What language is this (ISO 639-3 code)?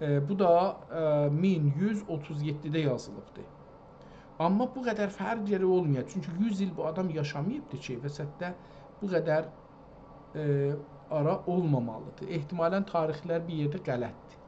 azb